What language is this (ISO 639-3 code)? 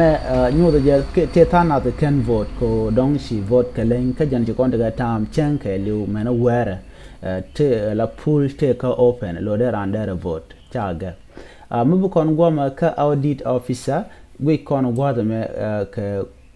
nus